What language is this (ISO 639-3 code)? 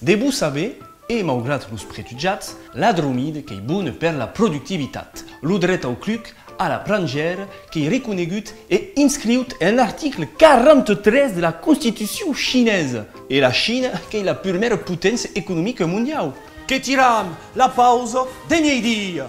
oci